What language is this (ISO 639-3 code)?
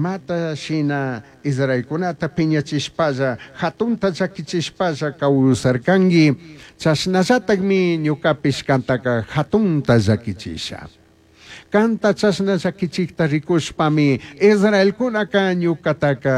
qug